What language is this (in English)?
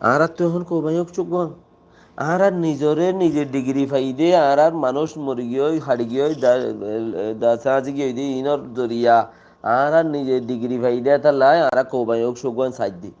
Rohingya